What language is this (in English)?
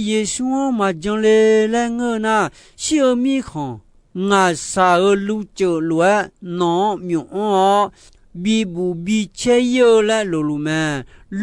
Akha